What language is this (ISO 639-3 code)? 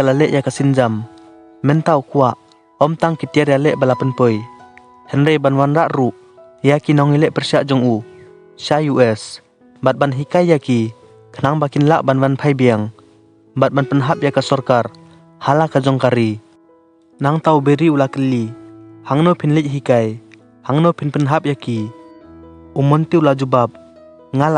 kha